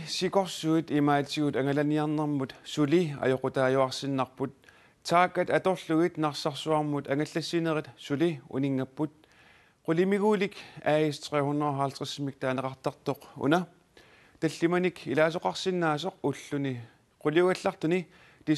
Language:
Kalaallisut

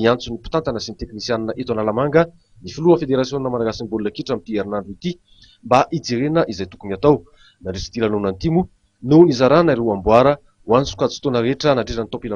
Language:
Malagasy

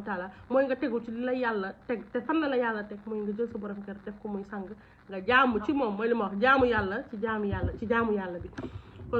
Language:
Wolof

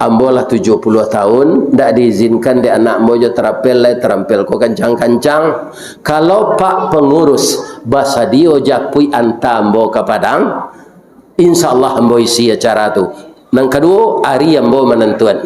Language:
Minangkabau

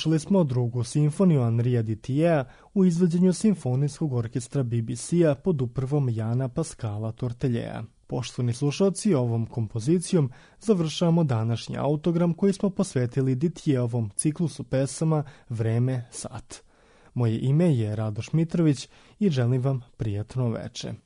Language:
Serbian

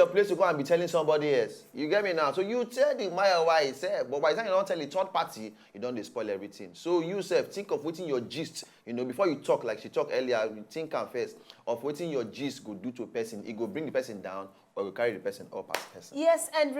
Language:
Nigerian Pidgin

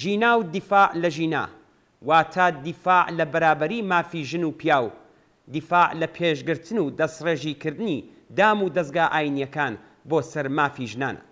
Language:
Central Kurdish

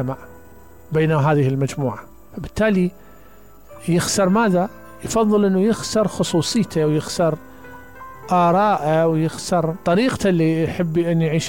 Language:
Mesopotamian Arabic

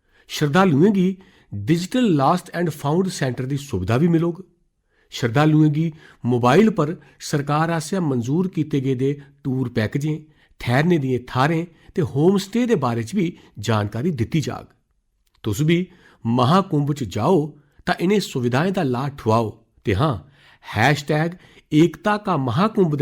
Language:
Dogri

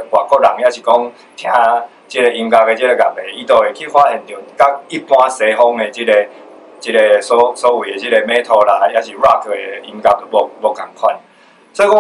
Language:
Min Nan Chinese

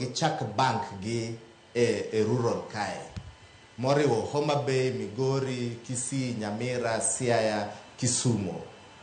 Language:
Luo (Kenya and Tanzania)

